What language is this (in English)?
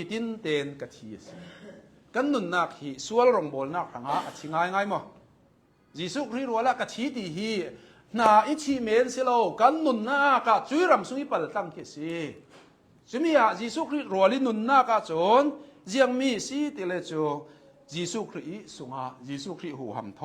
Hakha Chin